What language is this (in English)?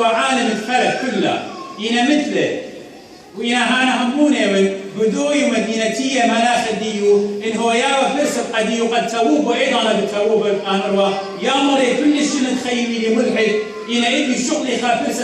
Assyrian Neo-Aramaic